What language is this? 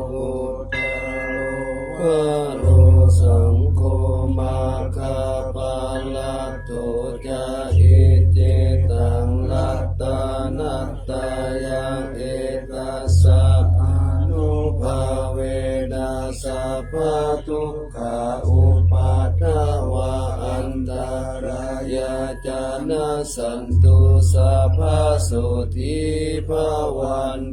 Pali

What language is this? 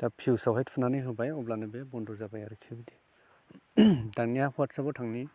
Bodo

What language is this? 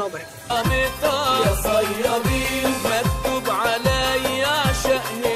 Egyptian Arabic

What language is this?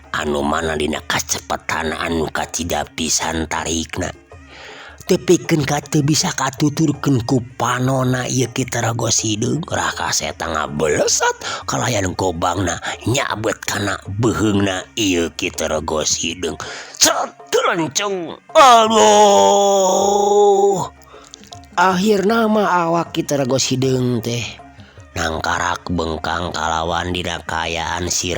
Sundanese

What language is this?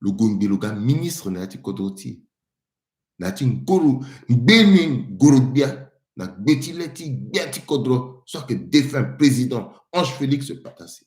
Sango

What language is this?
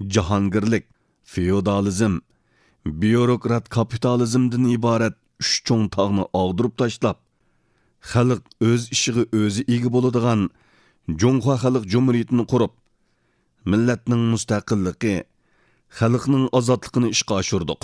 Uyghur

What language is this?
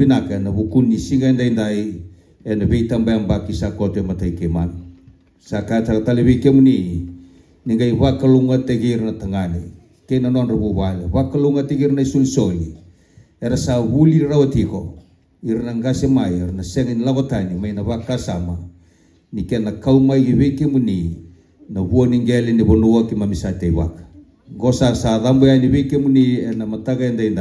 Fijian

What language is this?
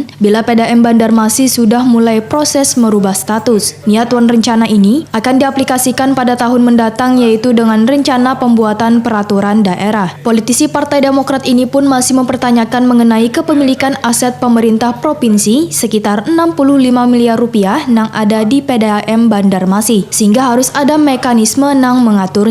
Banjar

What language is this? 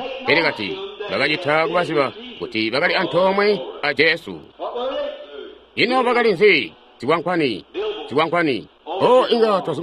Tonga (Zambia)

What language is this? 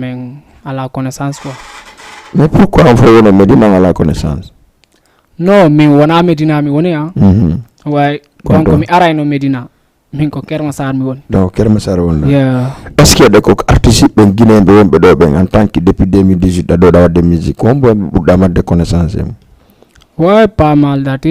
Fula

